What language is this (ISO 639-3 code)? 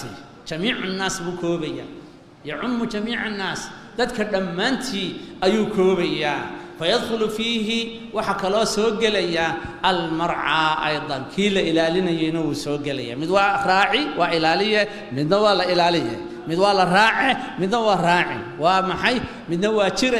som